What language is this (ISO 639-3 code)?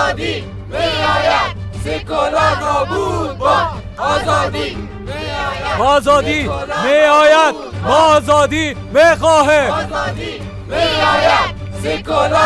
fas